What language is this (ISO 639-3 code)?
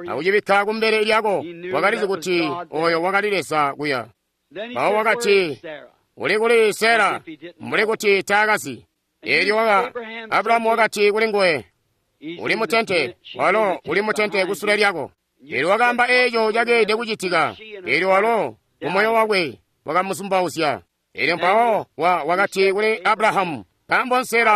toi